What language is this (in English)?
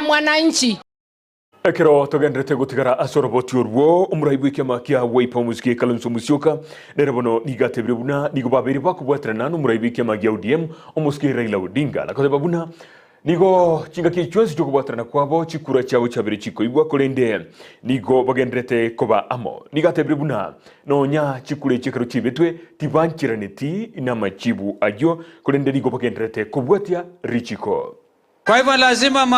Gusii